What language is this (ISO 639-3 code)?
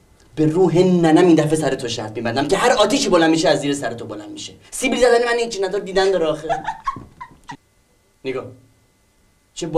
fas